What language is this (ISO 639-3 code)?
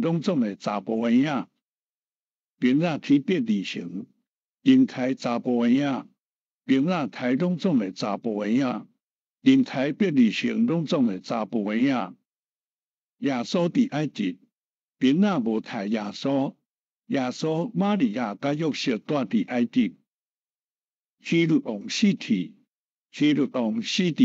nan